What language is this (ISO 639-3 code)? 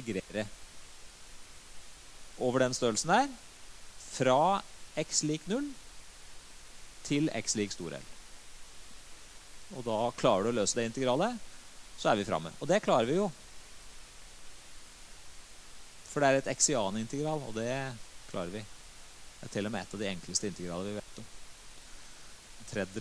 nor